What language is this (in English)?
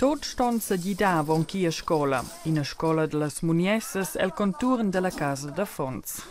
Romansh